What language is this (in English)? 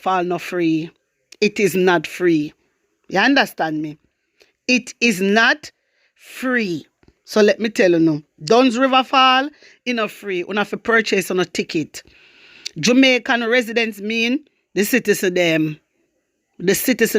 Jamaican Creole English